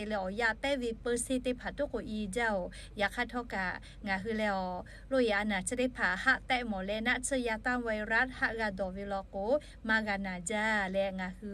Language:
Lahu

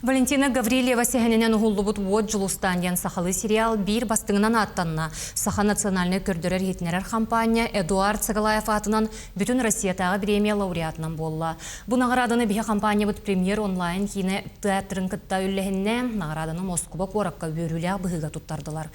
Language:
Yakut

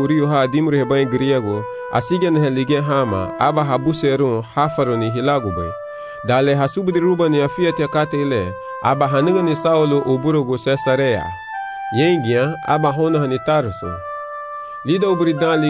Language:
Garifuna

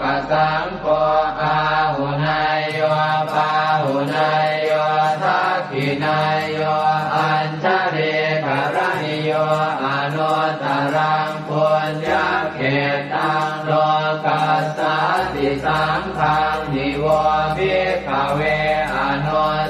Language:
Pali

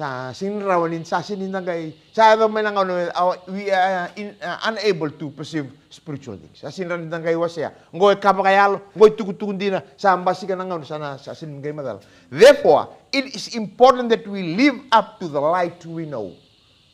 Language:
Fijian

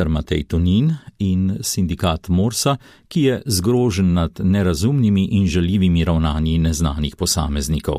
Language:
Slovenian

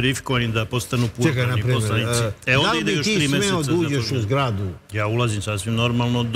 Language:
Serbian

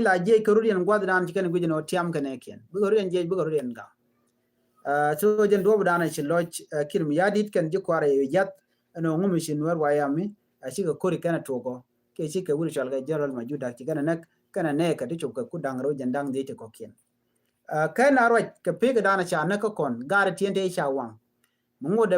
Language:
Nuer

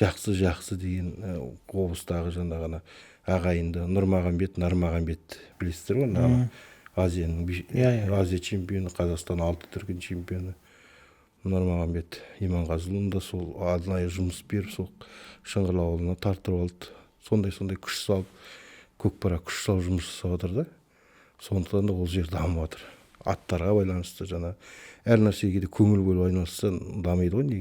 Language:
Kazakh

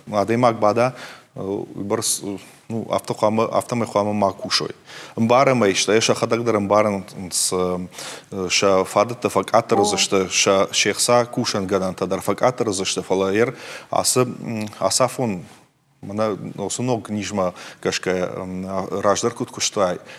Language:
Ossetic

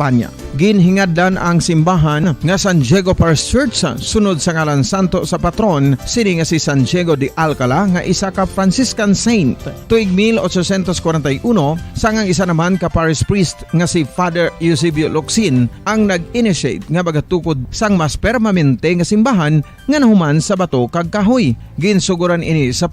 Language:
Hiligaynon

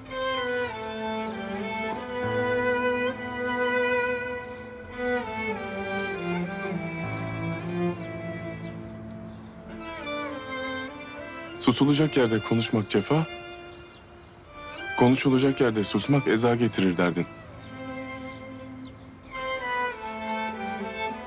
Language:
Turkish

